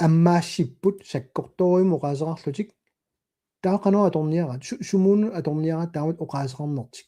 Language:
Kalaallisut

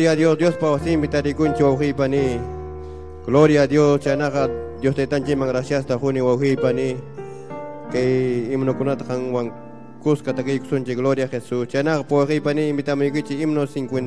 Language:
Ayacucho Quechua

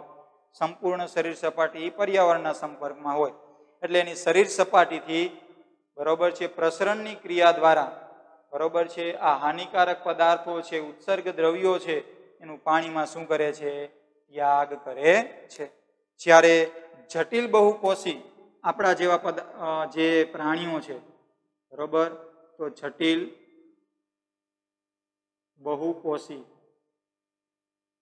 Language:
Gujarati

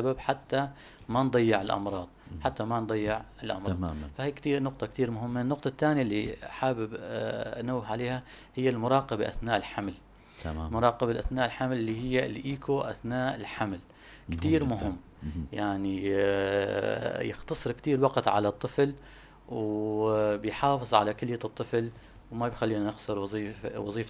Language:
North Levantine Arabic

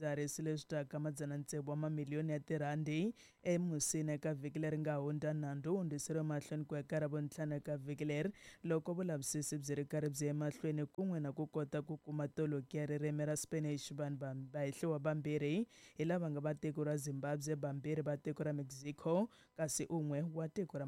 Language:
Tsonga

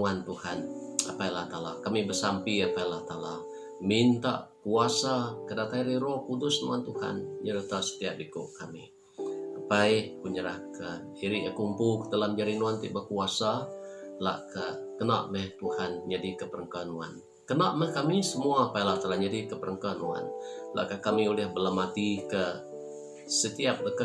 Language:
Iban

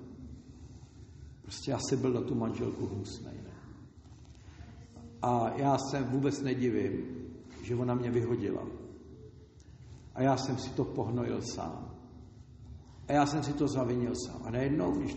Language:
Czech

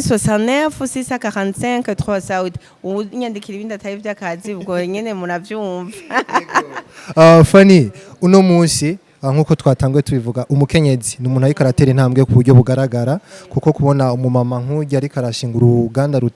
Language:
Rundi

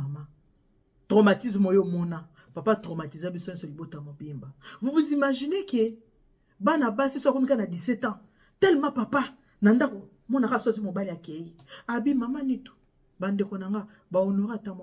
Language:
Lingala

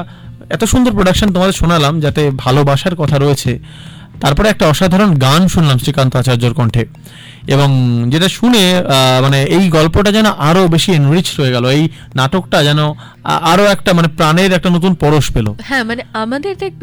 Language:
Bangla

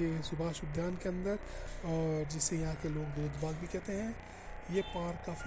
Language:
Hindi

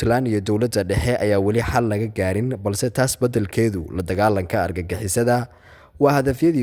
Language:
Somali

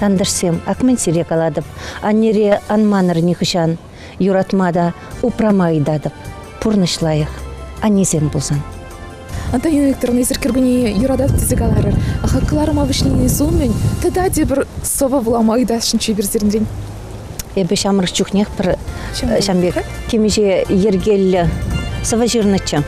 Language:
Chuvash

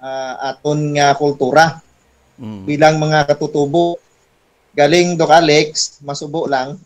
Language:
Hiligaynon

